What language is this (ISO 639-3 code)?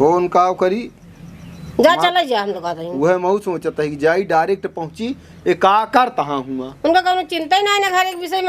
awa